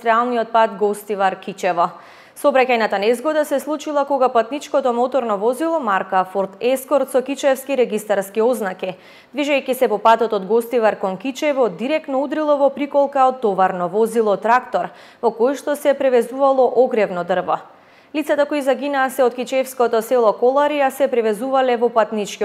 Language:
Macedonian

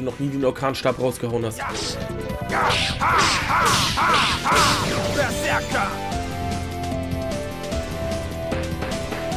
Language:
German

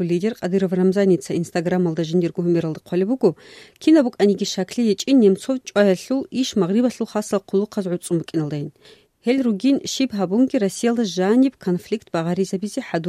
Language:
Avaric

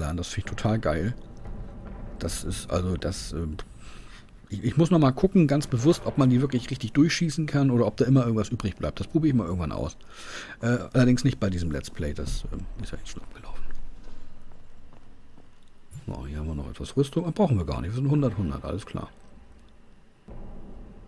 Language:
German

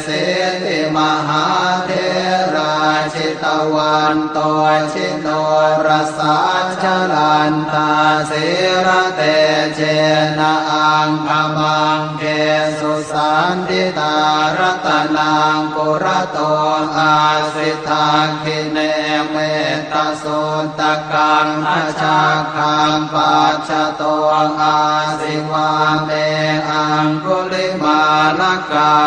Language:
Pali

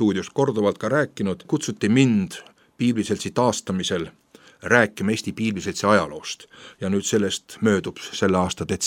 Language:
Estonian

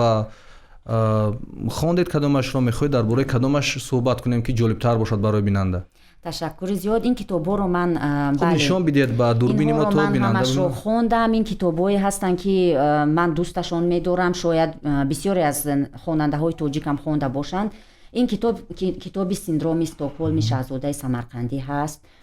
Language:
Tajik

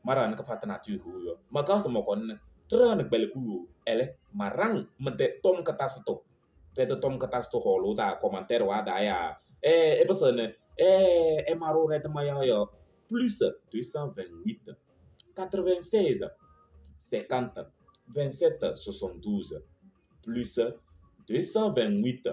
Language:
Kabiyè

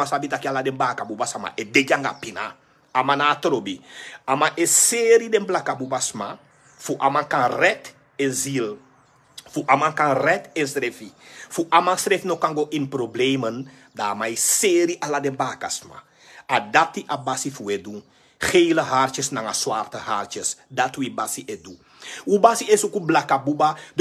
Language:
Sranan Tongo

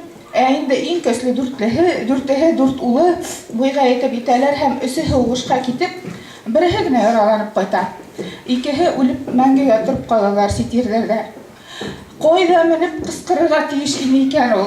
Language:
Bashkir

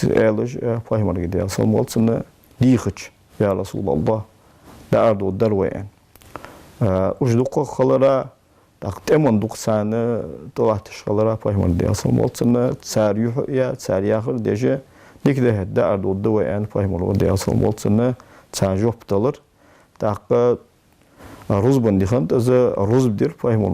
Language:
Ingush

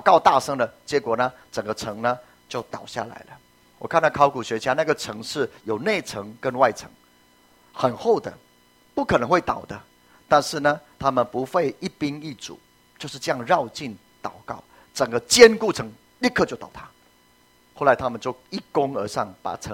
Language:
Chinese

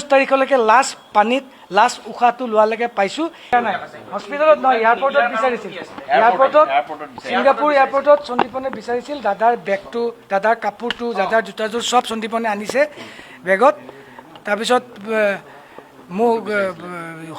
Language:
Assamese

